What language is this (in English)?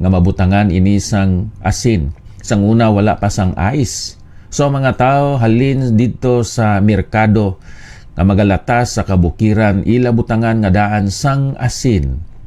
Hiligaynon